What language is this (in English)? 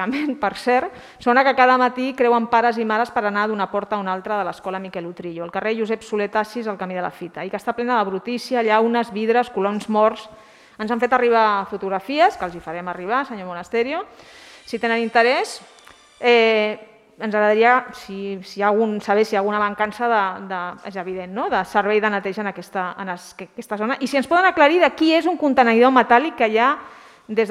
Catalan